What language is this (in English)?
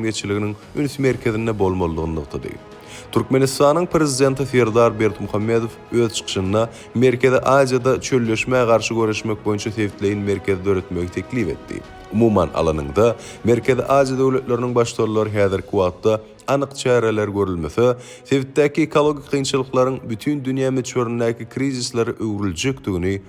Turkmen